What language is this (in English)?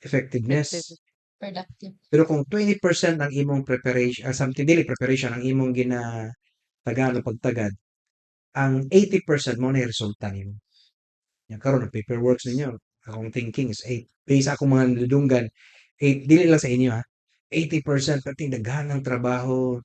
Cebuano